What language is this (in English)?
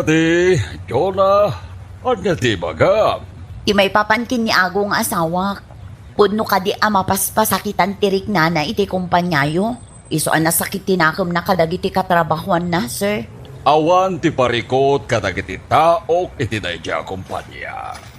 Iloko